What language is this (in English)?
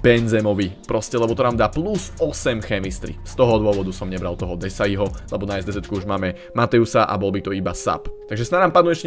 Slovak